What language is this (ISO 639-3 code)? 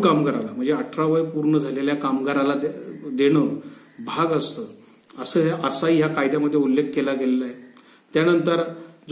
mar